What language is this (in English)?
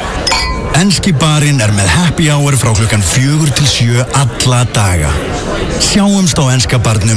Icelandic